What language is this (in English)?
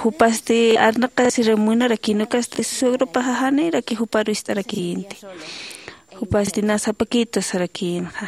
Aymara